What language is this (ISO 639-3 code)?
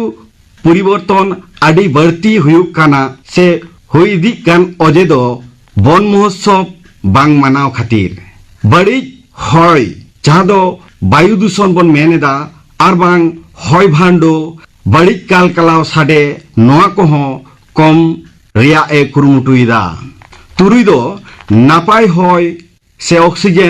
sat